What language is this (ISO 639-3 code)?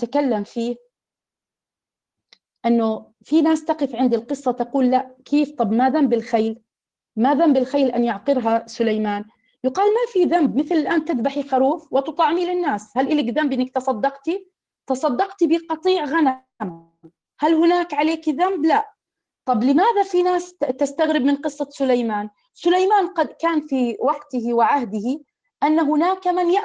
ara